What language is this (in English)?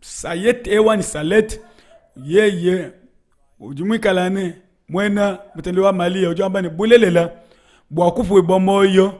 Luba-Lulua